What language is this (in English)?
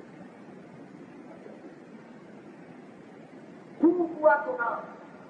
Hebrew